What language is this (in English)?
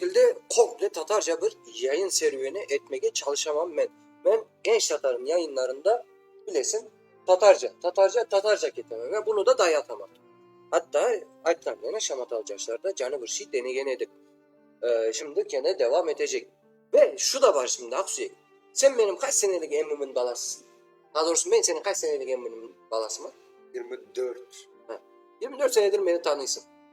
Crimean Tatar